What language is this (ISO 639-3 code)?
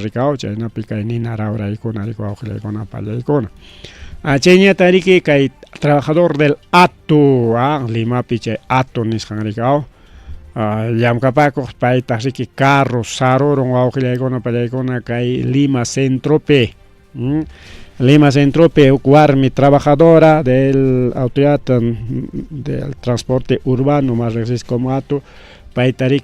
quy